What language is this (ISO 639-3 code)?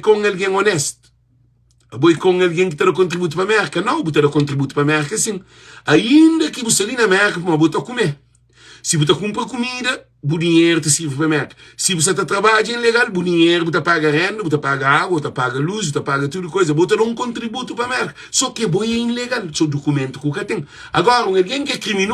kea